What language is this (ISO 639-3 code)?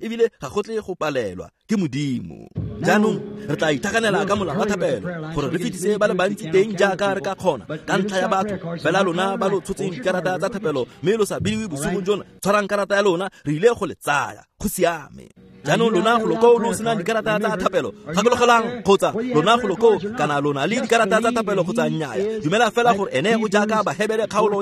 tsn